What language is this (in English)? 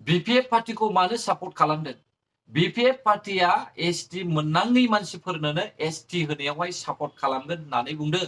Bodo